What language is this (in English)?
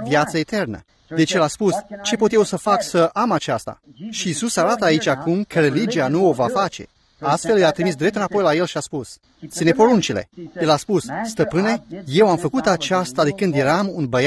Romanian